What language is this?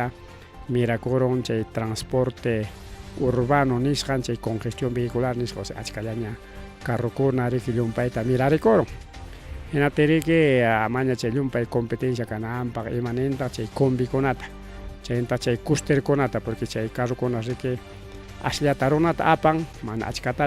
Ayacucho Quechua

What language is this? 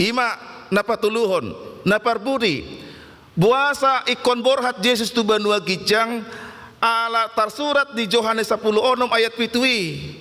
Batak Toba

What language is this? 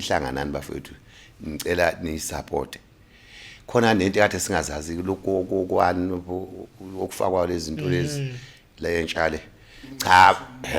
Zulu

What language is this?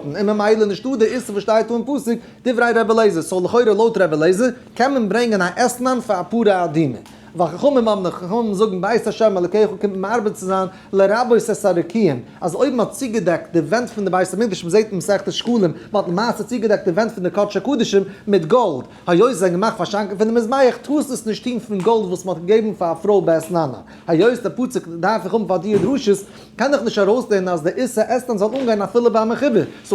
Yiddish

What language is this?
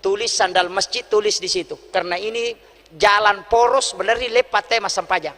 Buginese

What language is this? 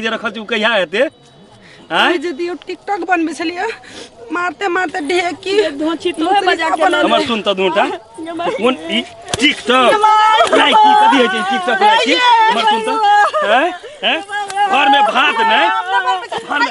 Maithili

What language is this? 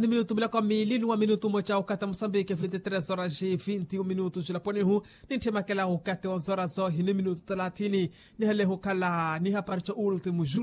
Makhuwa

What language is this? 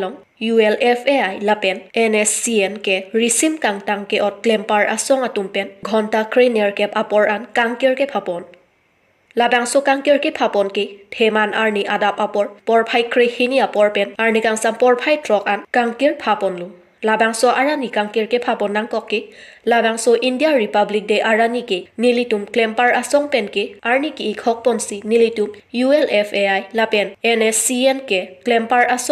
Karbi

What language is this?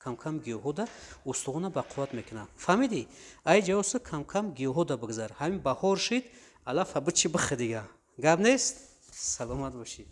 Tajik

